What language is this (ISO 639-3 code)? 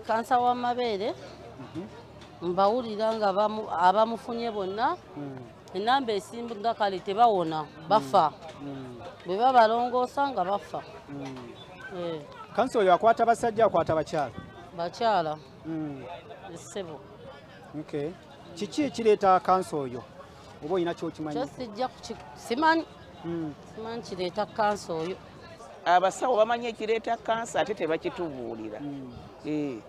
lug